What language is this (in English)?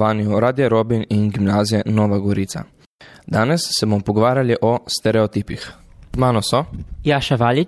Slovenian